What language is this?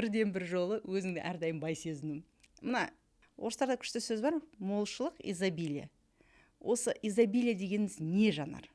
Kazakh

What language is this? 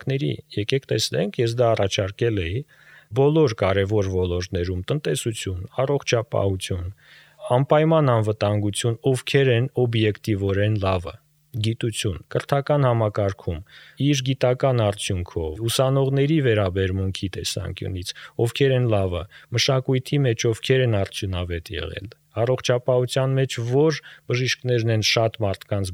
Armenian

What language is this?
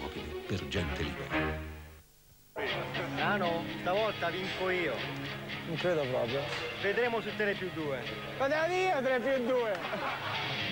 Italian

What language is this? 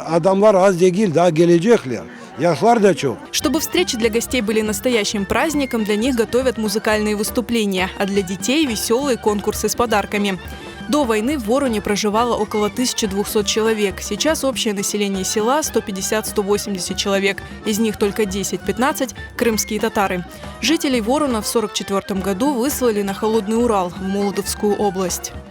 Crimean Tatar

